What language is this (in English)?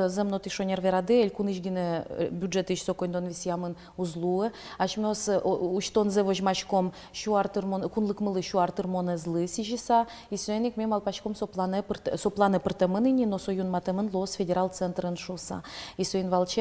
Udmurt